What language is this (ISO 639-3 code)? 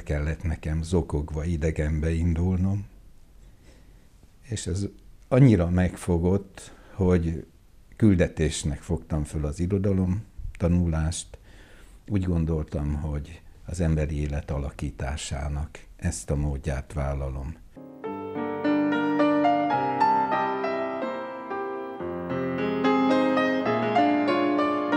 hun